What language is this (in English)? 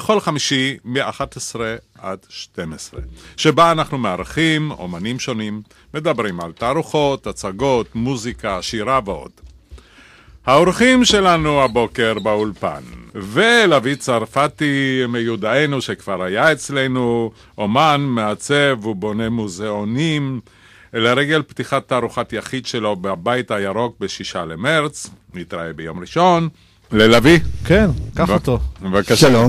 Hebrew